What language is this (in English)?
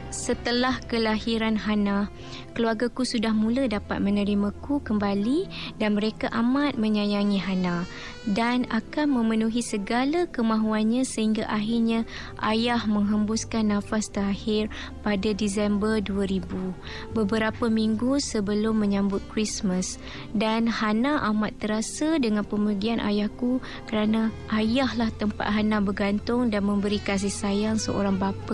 Malay